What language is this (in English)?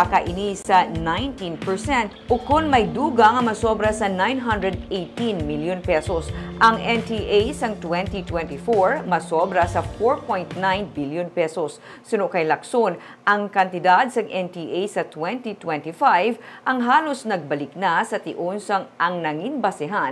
Hiligaynon